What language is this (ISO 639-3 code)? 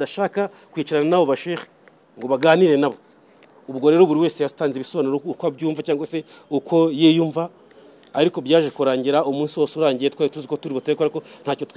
kin